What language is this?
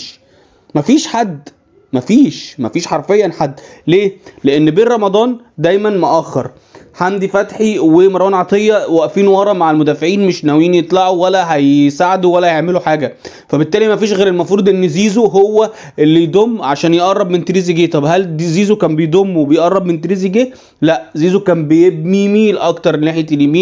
Egyptian Arabic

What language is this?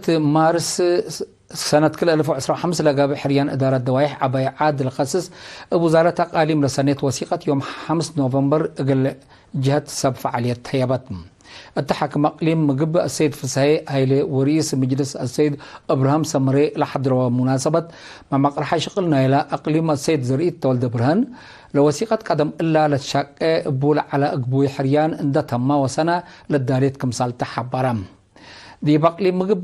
Tigre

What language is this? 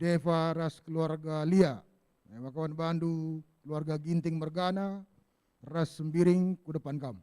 Batak Karo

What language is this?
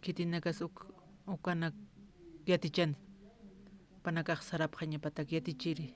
Aymara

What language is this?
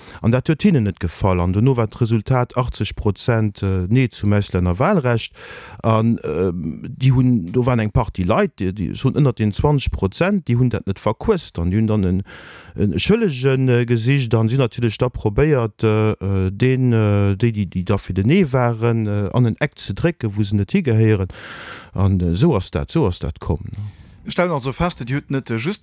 Luxembourgish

